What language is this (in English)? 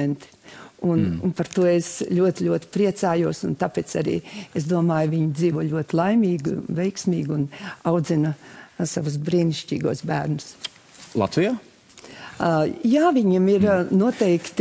Latvian